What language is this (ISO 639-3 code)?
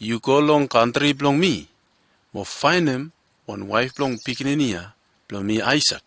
bis